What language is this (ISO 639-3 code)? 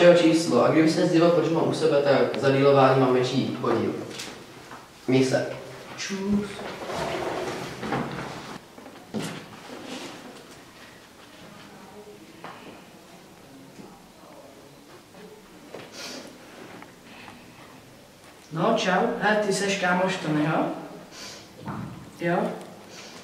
ces